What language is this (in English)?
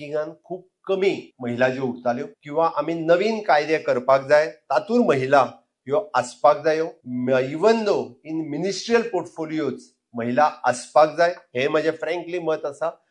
Konkani